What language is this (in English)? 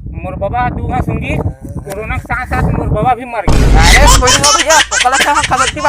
Chhattisgarhi